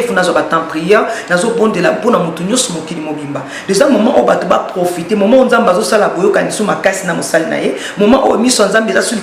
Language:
Lingala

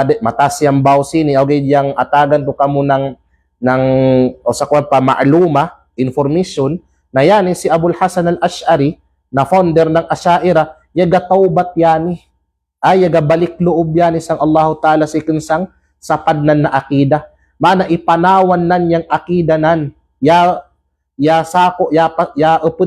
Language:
Kalagan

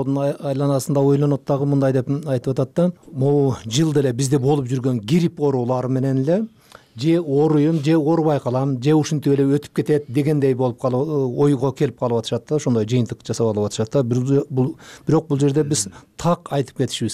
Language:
Kyrgyz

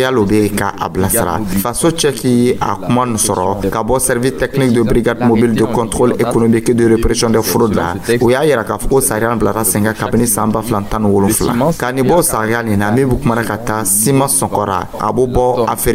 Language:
Dyula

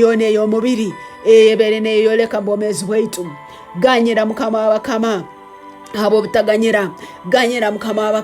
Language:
Tooro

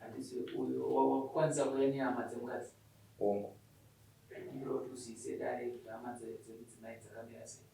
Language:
Shona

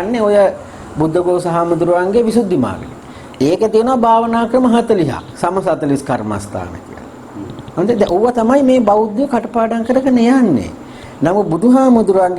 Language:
Sinhala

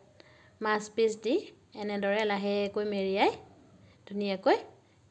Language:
Assamese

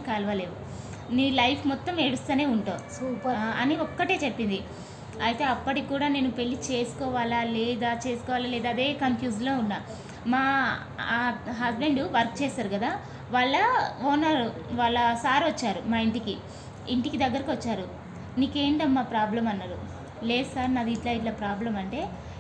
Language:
Telugu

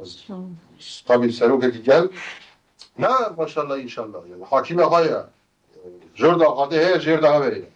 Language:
Kurdish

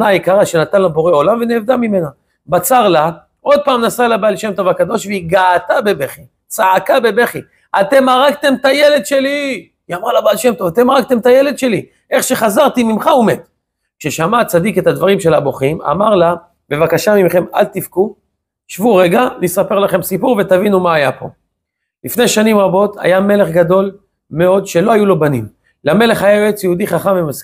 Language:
Hebrew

